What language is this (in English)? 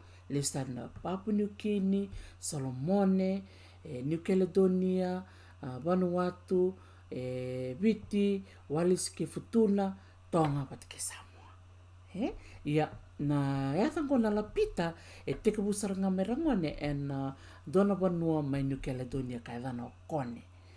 Fijian